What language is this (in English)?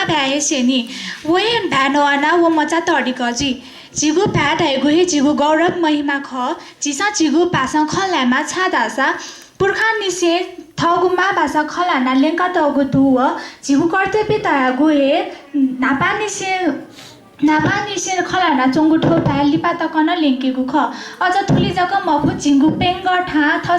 Newari